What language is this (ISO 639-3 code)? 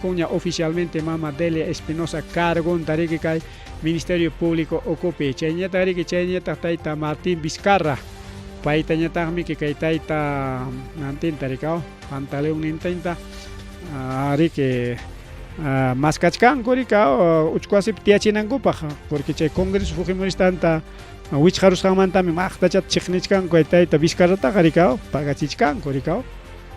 quy